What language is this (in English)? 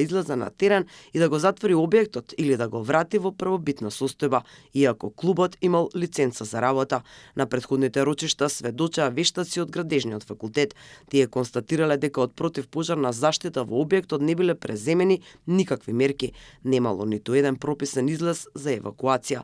Macedonian